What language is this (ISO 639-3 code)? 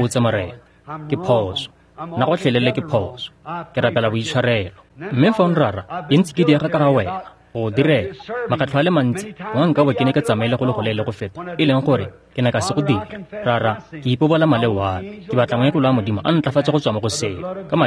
tsn